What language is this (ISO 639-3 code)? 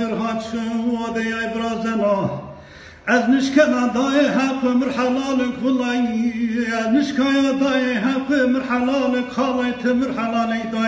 zza